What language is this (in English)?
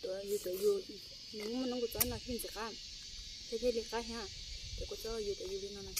Hmong